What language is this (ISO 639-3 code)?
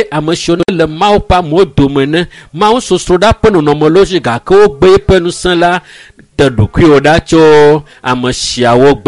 ewe